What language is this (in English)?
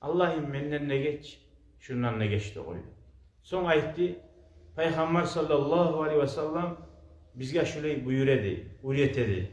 Kumyk